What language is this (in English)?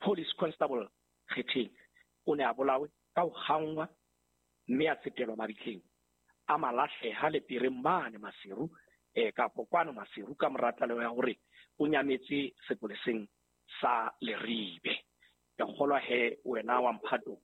Southern Sotho